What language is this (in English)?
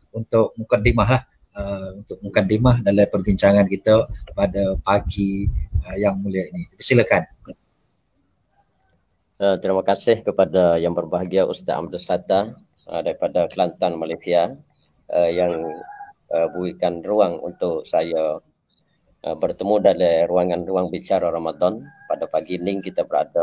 Malay